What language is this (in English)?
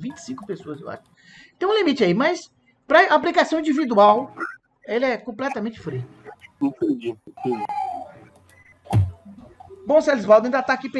Portuguese